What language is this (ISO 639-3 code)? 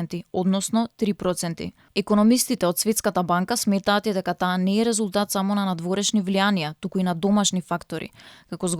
mkd